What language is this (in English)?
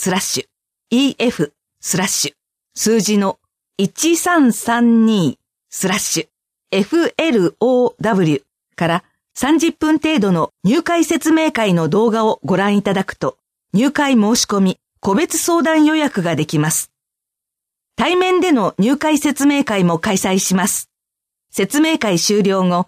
Japanese